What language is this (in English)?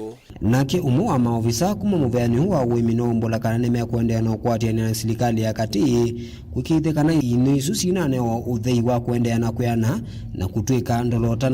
Kamba